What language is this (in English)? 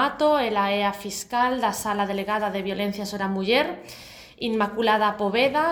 Galician